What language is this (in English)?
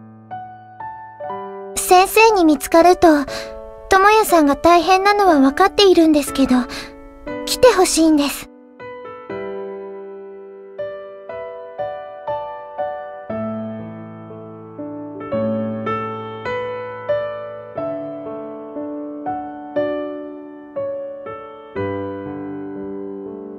Japanese